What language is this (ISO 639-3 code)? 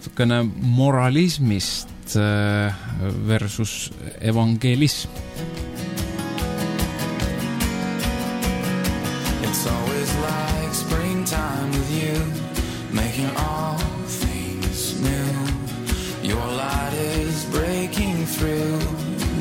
est